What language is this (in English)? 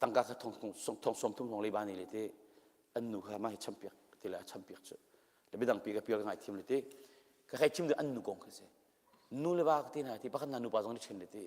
Hakha Chin